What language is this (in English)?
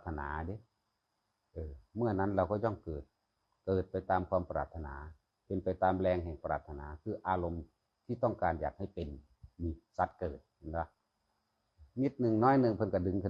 Northeastern Thai